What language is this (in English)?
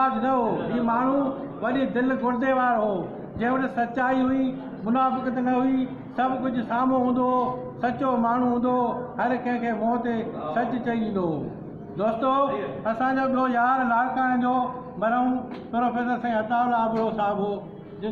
Sindhi